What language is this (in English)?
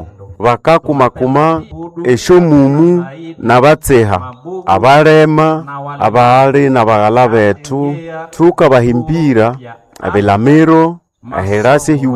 Nande